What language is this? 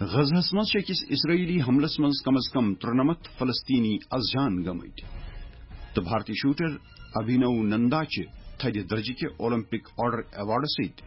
Kashmiri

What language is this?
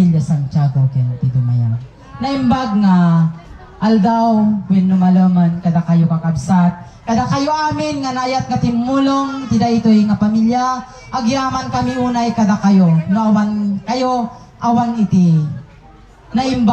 Iloko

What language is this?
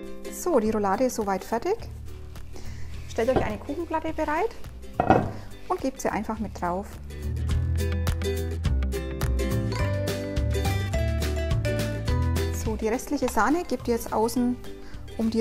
German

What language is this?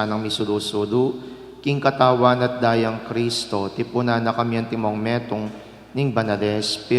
Pampanga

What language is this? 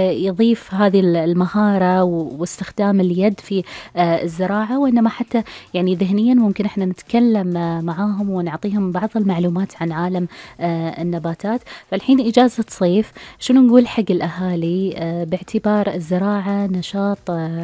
Gulf Arabic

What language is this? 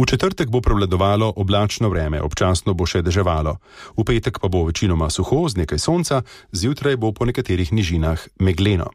Slovenian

